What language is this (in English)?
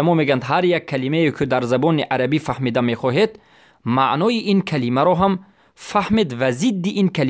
Tajik